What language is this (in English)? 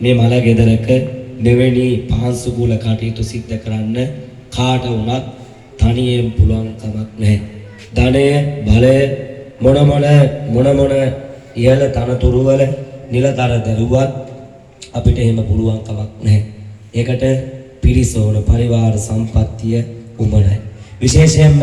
Sinhala